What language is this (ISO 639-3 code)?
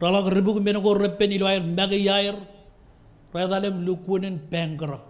mah